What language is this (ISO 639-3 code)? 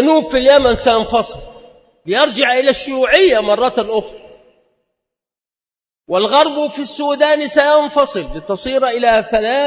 ara